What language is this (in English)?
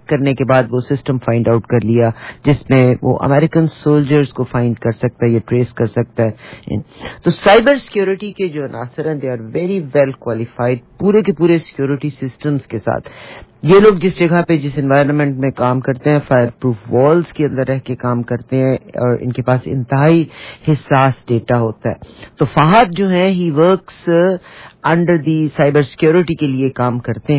Urdu